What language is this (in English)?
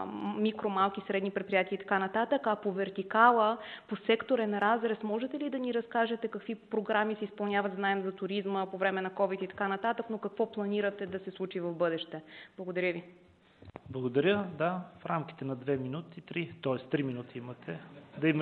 Bulgarian